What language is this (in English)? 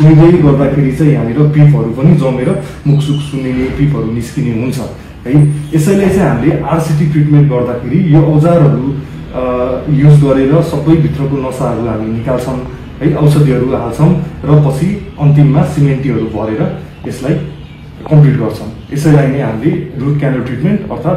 Nepali